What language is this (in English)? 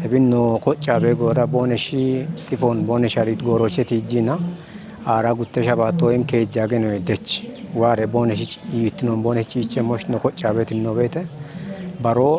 Kafa